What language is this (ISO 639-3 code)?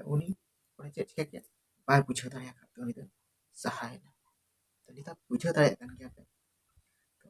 sat